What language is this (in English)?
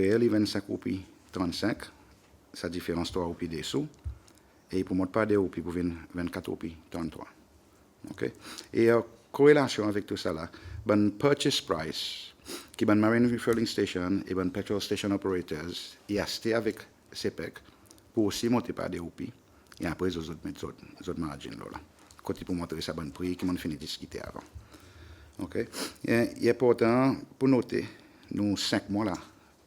Seselwa Creole French